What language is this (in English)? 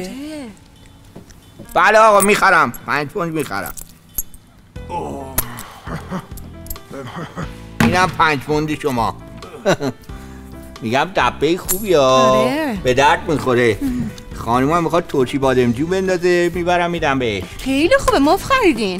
Persian